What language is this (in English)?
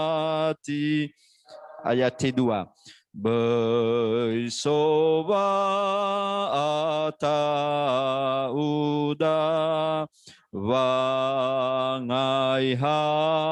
Nias